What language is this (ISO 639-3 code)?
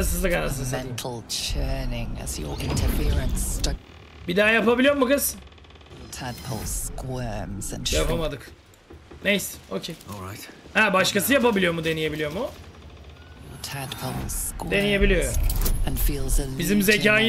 tur